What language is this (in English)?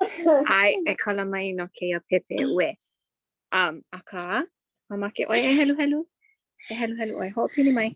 Hawaiian